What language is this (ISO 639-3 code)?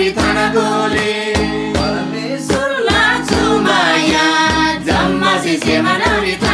taj